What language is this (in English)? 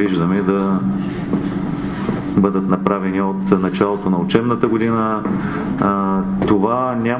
Bulgarian